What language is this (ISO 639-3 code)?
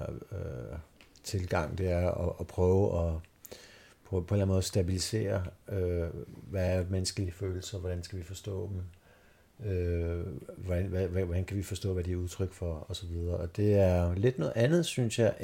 dan